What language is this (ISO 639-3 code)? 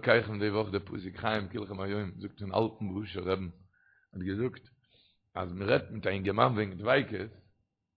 yid